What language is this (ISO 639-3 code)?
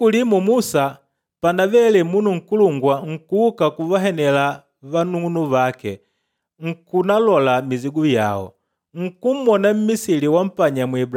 kde